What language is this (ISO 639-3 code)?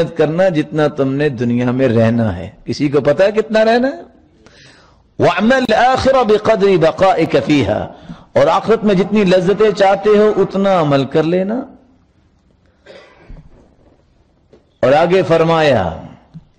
urd